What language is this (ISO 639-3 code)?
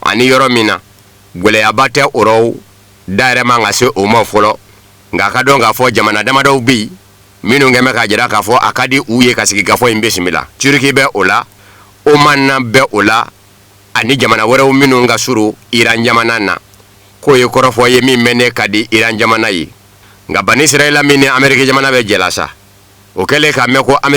bam